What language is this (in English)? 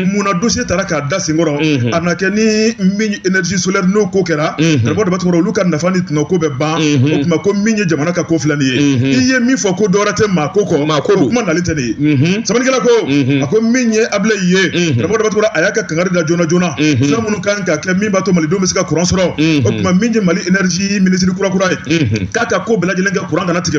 Bambara